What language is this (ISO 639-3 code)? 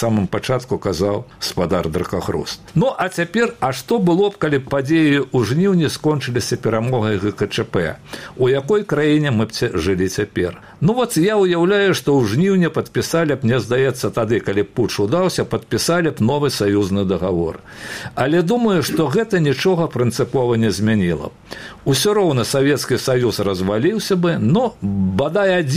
bel